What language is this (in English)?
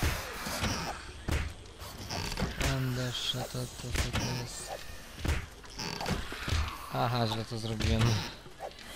Polish